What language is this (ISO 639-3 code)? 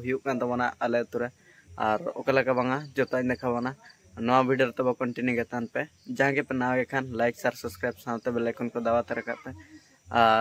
sat